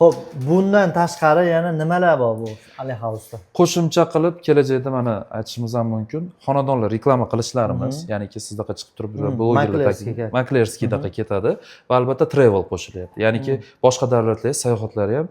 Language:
Uzbek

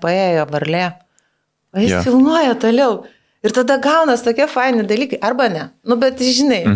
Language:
Lithuanian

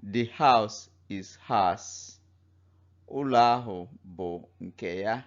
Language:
Igbo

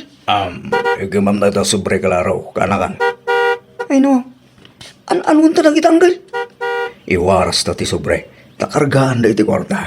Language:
Iloko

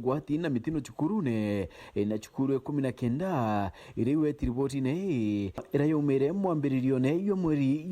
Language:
Meru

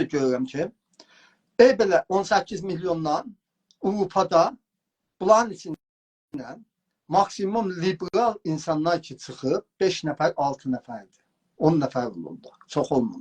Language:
South Azerbaijani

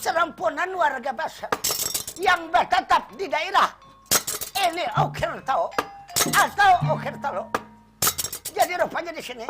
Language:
Banjar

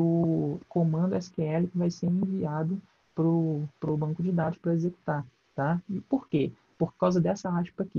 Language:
Portuguese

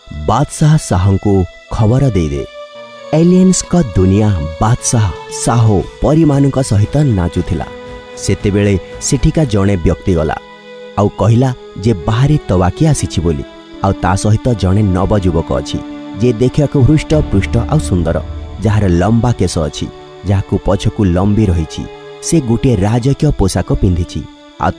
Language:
Odia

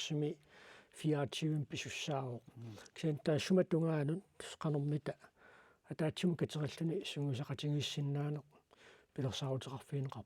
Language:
Kalaallisut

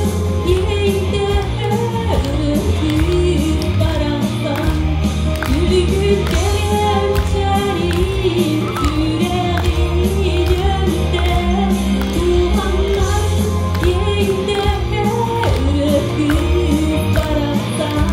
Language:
Yakut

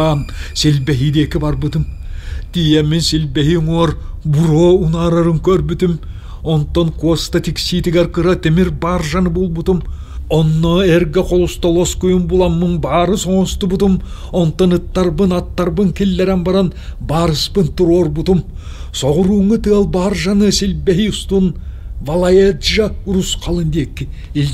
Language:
Yakut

